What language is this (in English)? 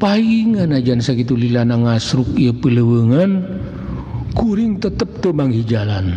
Sundanese